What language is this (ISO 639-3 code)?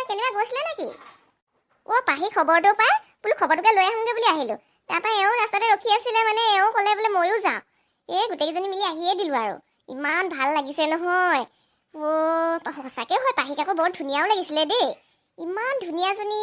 asm